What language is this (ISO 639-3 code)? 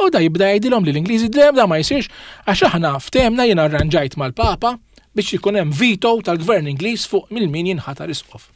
mlt